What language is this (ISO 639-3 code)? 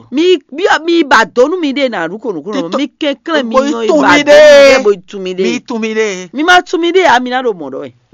fon